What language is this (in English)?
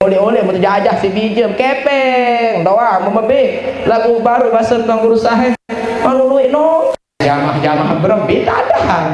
Sasak